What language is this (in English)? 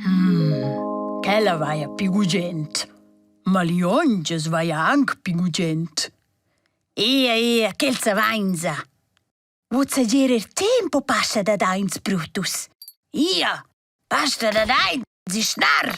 Romansh